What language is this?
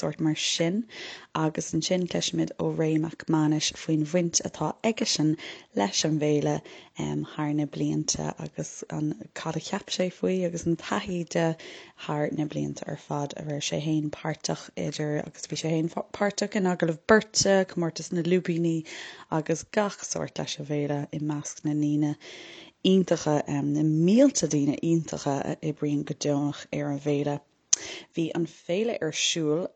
Irish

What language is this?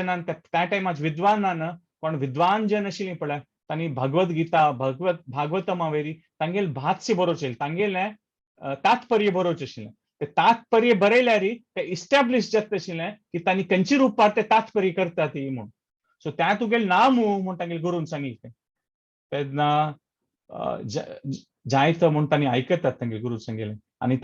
Konkani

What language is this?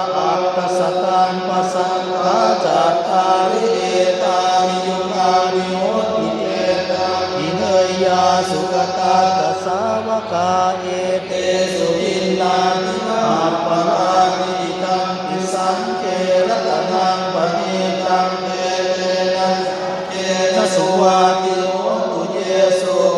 Pali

